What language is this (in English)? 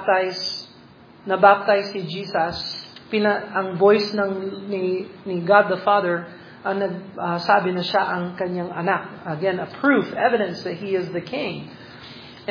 Filipino